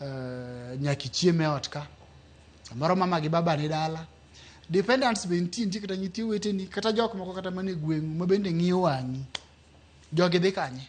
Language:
Luo (Kenya and Tanzania)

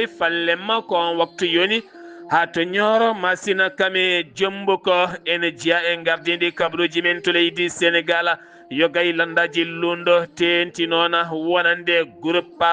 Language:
Fula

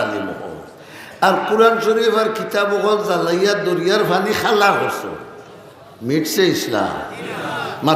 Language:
Sylheti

